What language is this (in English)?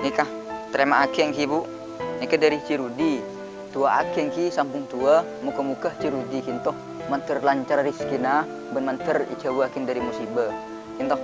Madurese